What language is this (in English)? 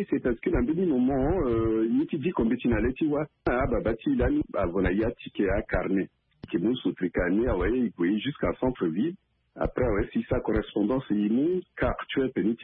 Sango